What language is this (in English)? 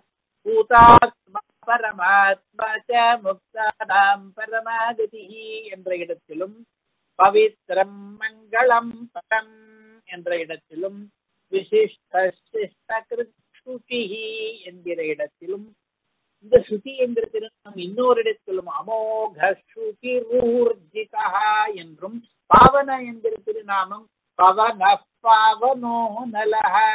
Tamil